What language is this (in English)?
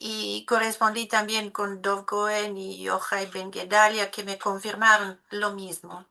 Ladino